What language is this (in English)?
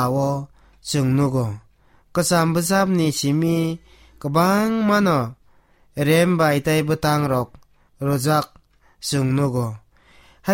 Kok Borok